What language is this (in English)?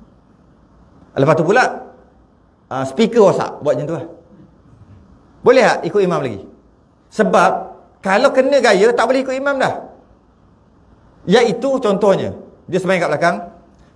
Malay